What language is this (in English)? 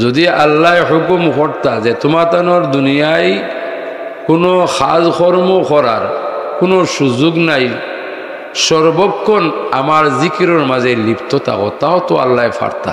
Sylheti